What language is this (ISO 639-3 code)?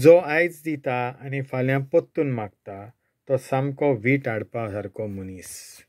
kok